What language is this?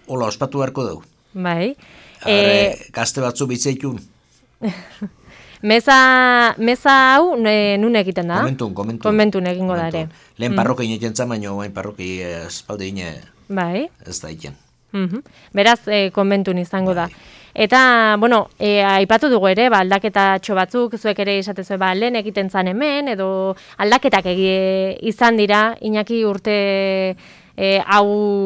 Basque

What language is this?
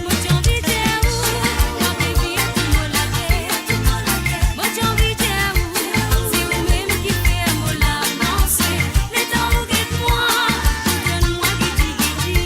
Morisyen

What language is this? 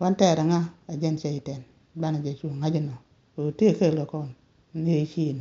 Nuer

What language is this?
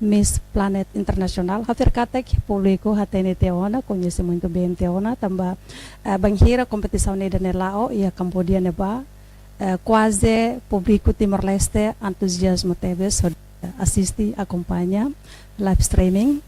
Tetum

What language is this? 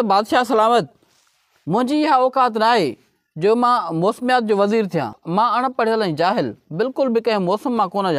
Sindhi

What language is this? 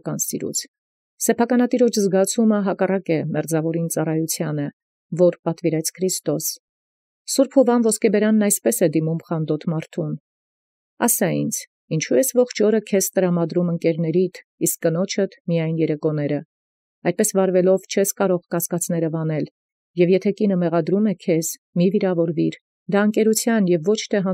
Armenian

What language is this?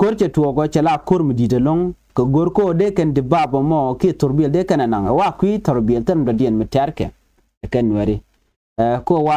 Nuer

